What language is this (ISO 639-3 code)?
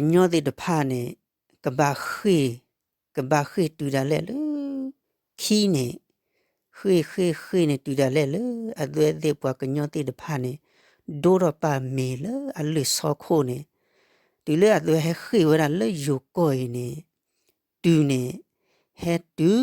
ksw